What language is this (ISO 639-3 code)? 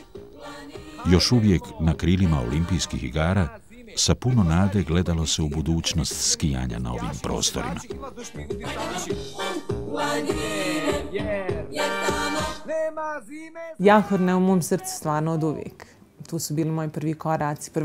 bos